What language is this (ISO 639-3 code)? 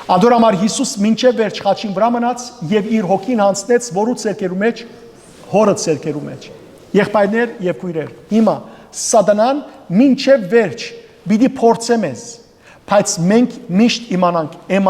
hyw